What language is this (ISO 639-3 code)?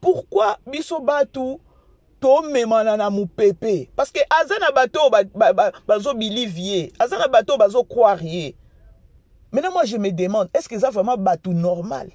lin